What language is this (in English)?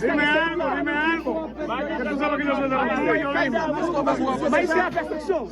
Haitian Creole